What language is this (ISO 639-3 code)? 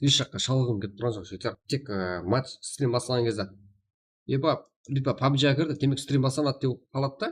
kaa